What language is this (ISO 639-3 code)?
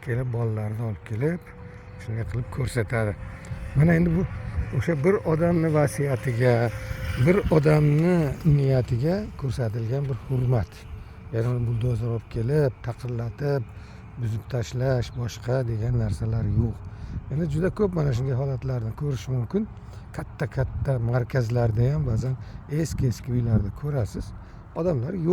uzb